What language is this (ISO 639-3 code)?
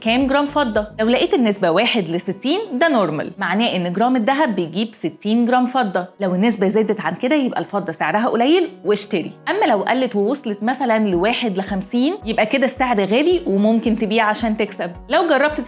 arz